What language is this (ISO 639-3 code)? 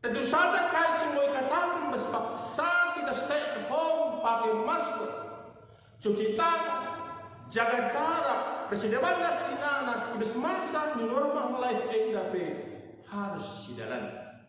btx